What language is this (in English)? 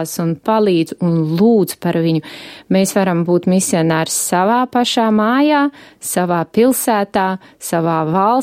Latvian